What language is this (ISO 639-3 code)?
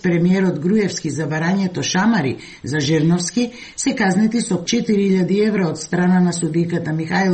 mkd